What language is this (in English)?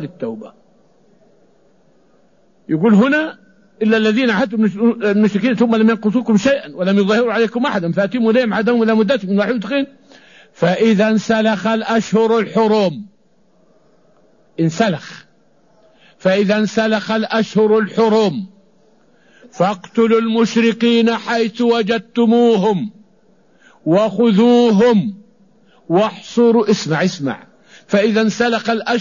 Arabic